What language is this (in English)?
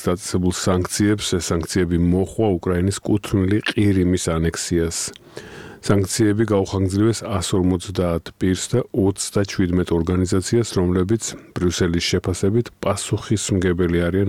Georgian